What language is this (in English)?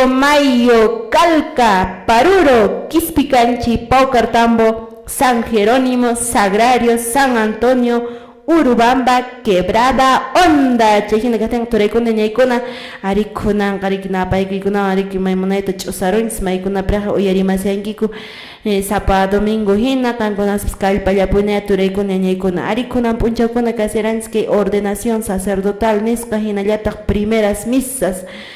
Quechua